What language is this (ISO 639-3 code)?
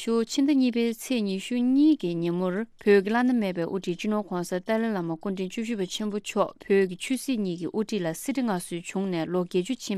bod